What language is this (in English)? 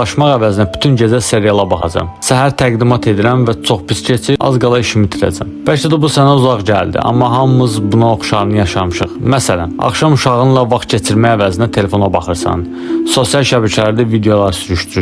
Azerbaijani